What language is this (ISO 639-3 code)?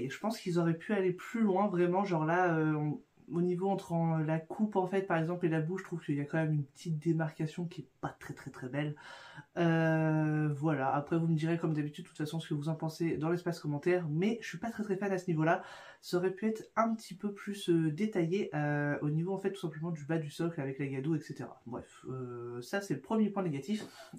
fra